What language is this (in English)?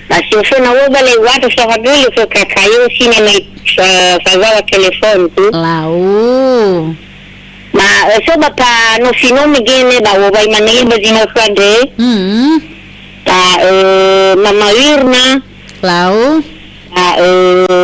Nias